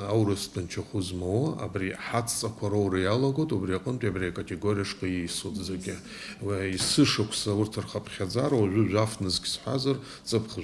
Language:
Abkhazian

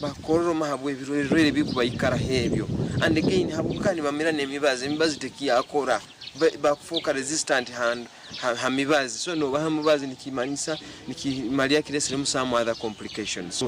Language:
Nyankole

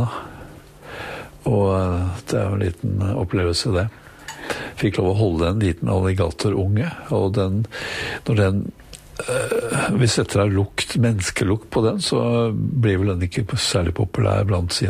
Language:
Norwegian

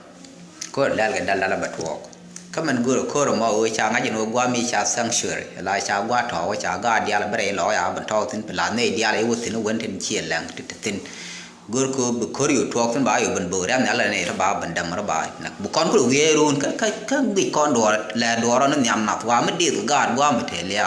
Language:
Nuer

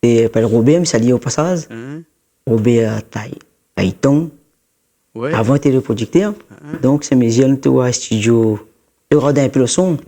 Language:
Réunion Creole French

